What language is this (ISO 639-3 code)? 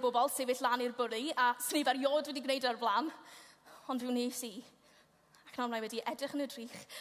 cym